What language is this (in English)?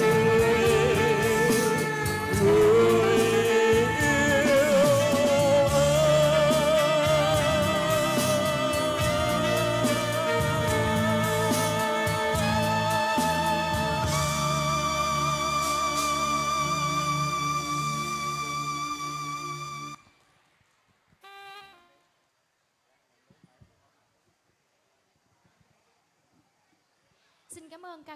Vietnamese